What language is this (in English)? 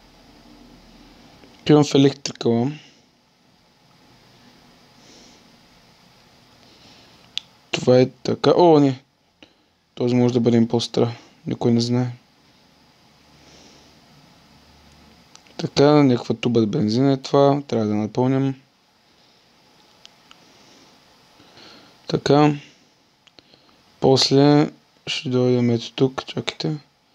Bulgarian